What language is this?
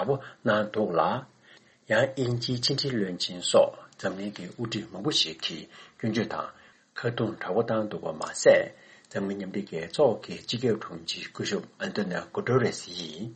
Tibetan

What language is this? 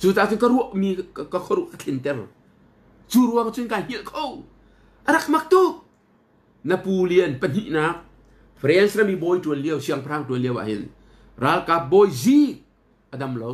Hakha Chin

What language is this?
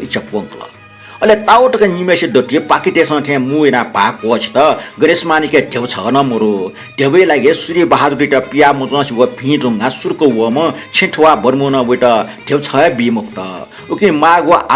Newari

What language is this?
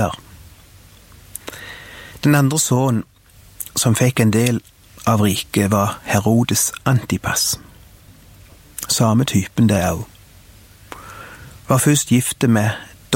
Norwegian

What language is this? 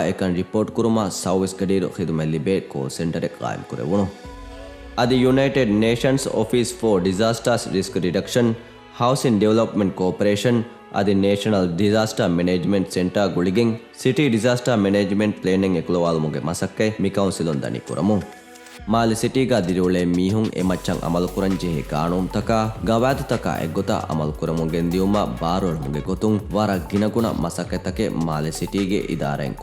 Divehi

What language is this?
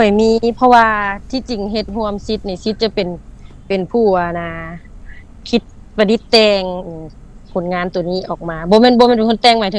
Lao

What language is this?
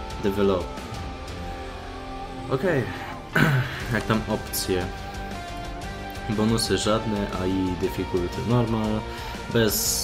Polish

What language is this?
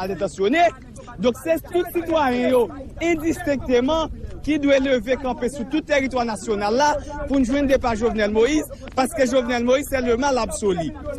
Haitian Creole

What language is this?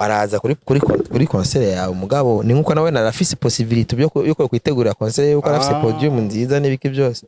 Rundi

